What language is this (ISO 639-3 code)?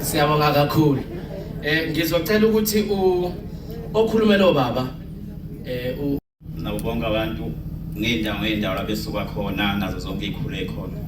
zul